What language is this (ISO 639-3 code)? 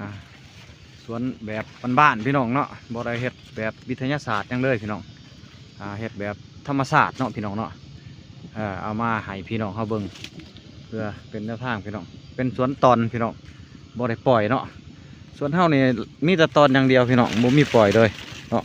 lao